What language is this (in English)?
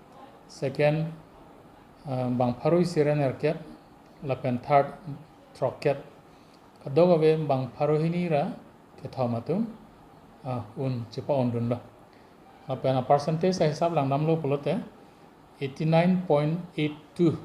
Karbi